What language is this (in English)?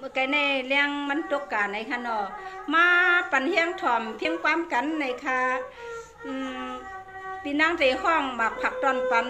Shan